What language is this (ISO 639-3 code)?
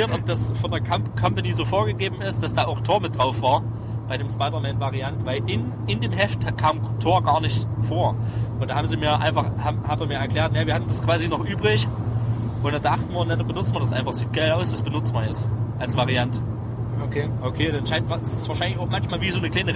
deu